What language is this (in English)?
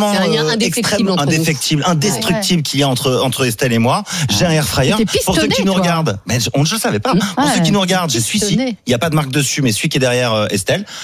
French